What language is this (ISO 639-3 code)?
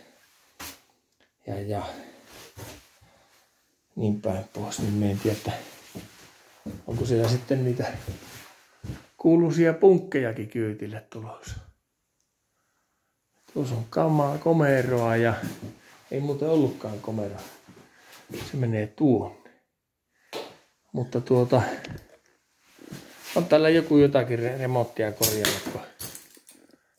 fin